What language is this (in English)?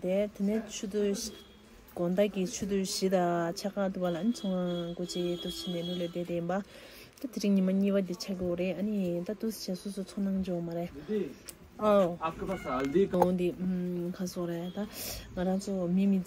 Tibetan